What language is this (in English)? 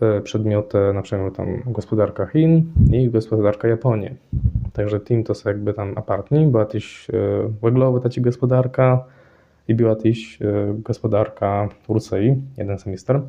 Kashubian